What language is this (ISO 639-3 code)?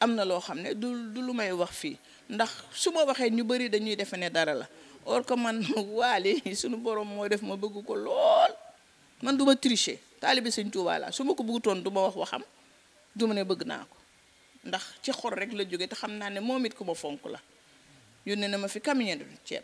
wol